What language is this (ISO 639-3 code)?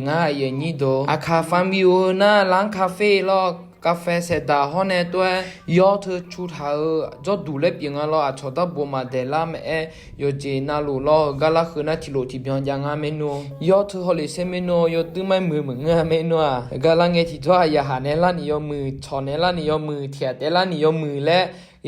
ahk